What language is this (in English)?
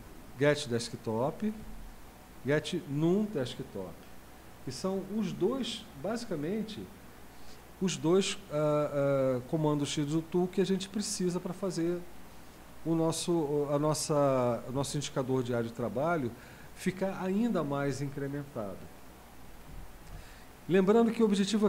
Portuguese